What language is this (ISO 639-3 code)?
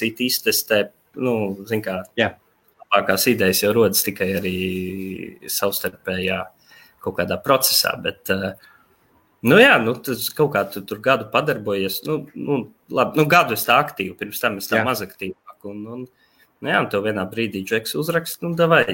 lav